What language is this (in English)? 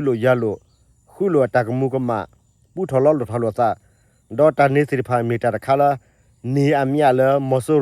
S'gaw Karen